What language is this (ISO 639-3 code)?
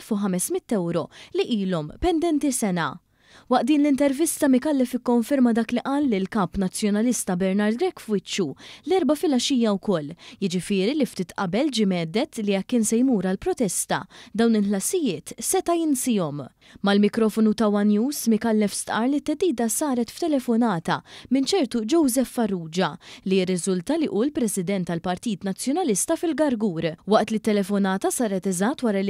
mlt